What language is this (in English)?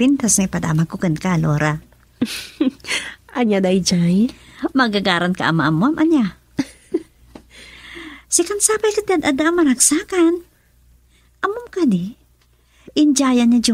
Iloko